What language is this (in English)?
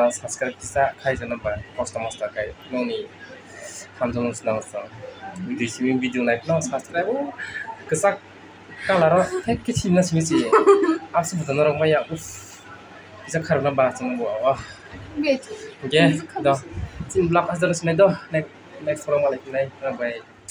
Kok Borok